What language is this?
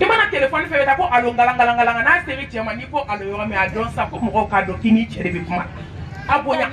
Bambara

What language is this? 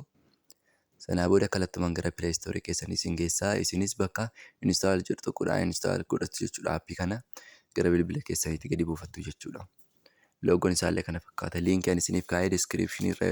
Oromo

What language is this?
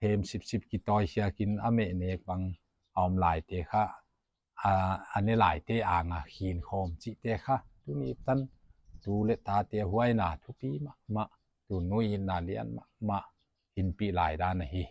Paite Chin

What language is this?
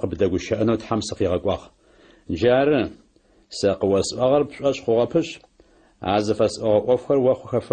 Adyghe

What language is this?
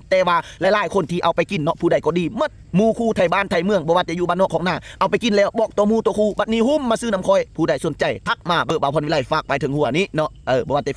Lao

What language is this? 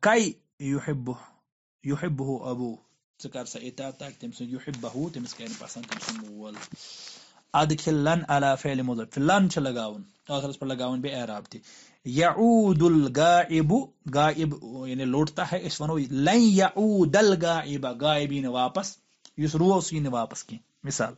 Kashmiri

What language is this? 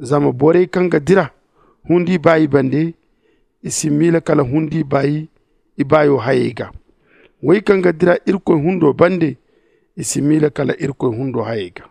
Zarma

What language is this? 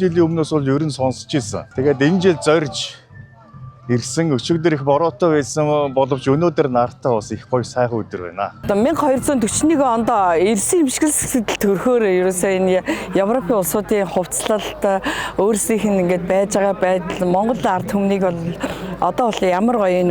Mongolian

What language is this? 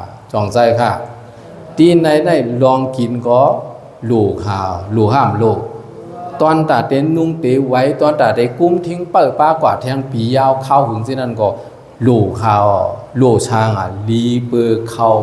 Shan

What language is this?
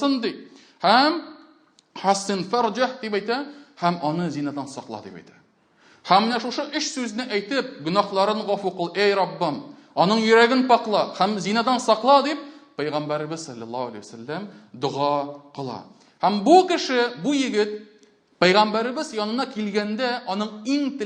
Tatar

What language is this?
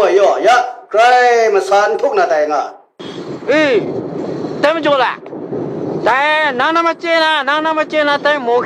Kachin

